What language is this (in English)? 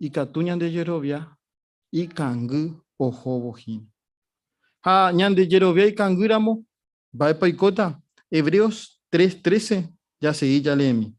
Guarani